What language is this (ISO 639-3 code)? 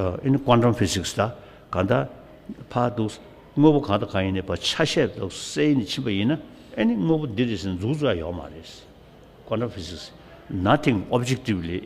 bod